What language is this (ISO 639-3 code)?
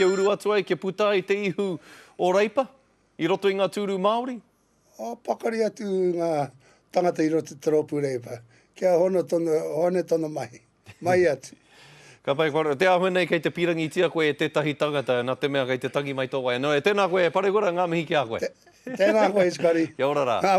mri